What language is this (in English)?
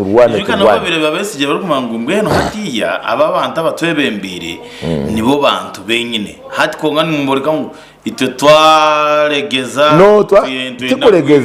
Nyankole